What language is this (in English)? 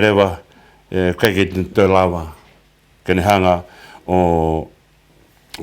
Tongan